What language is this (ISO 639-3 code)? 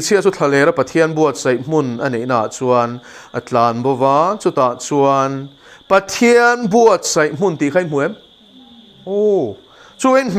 lus